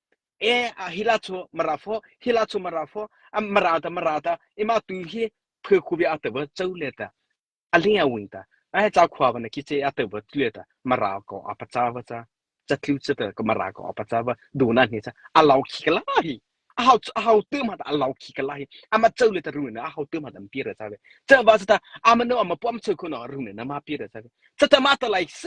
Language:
Mara Chin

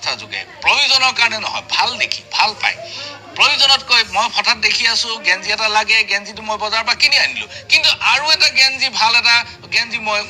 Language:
Assamese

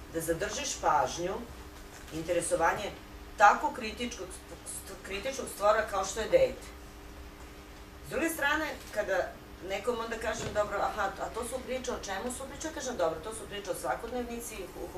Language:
Serbian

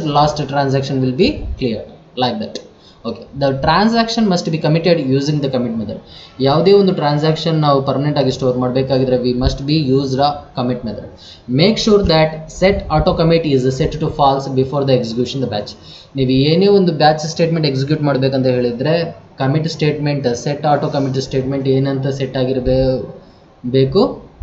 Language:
Kannada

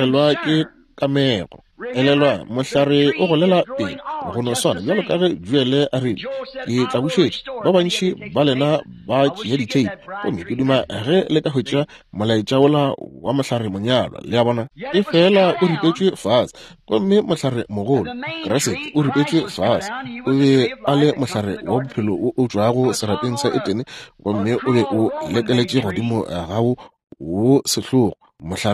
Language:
Northern Sotho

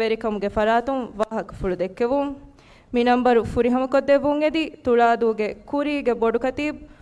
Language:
Divehi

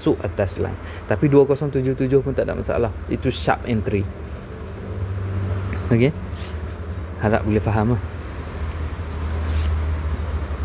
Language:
Malay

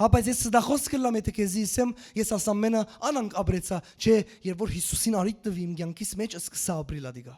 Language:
Western Armenian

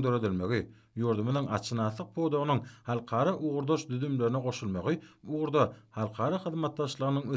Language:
Turkmen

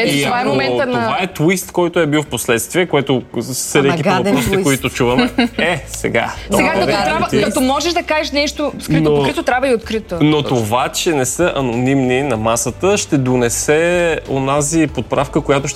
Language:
Bulgarian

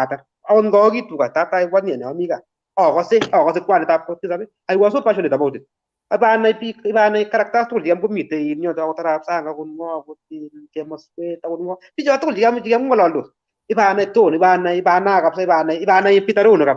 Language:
Kalenjin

